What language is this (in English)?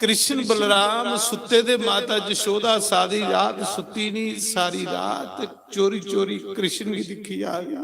Dogri